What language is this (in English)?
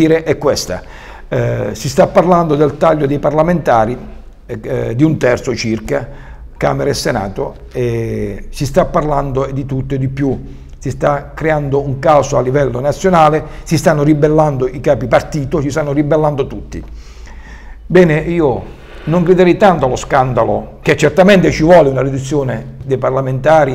Italian